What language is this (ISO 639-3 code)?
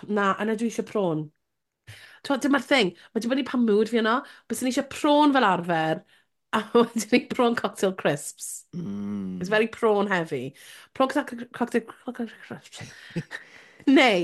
cym